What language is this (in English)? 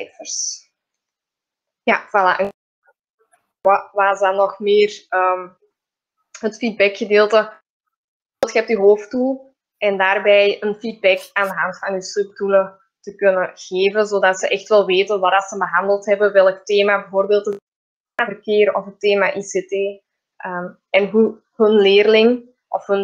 Dutch